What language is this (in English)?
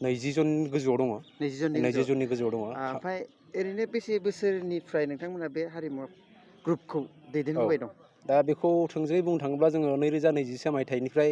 Bodo